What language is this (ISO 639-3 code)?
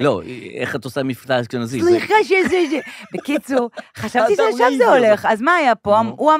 heb